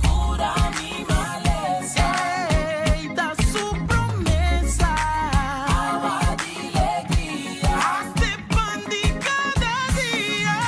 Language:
Papiamento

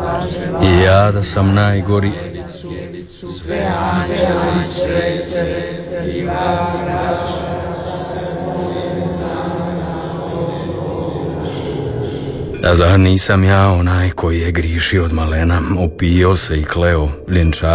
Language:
Croatian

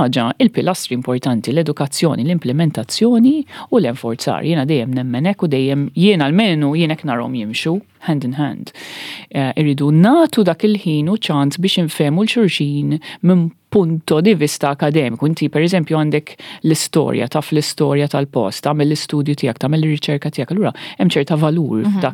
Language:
Maltese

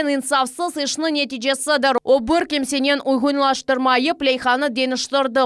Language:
Crimean Tatar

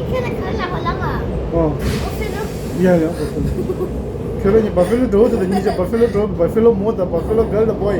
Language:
Tibetan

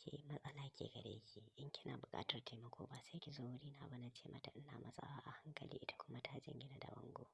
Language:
Hausa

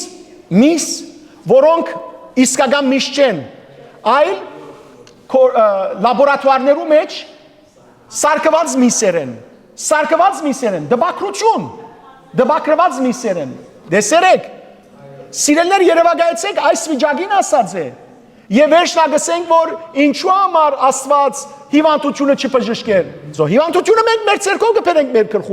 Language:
Western Armenian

